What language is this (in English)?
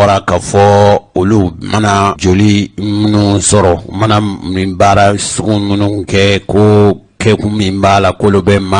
Bambara